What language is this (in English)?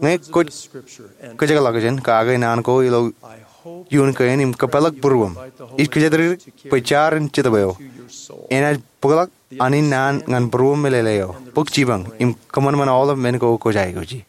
Marshallese